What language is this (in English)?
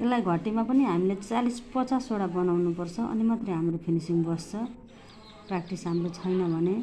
Nepali